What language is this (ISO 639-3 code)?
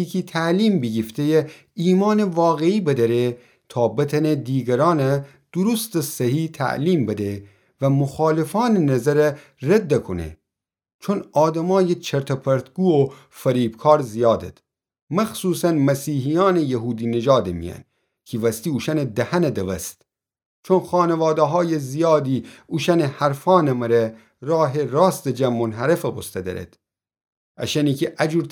glk